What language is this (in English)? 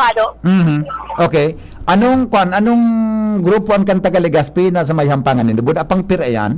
Bikol